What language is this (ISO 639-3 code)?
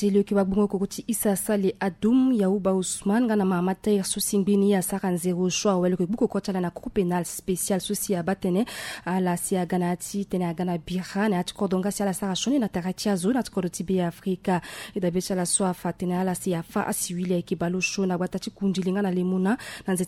sag